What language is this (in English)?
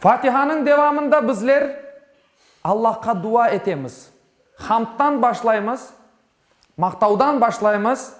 Crimean Tatar